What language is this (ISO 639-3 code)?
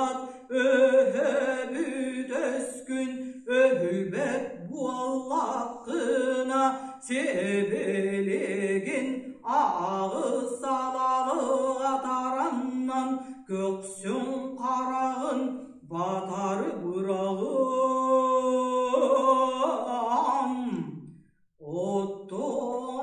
sah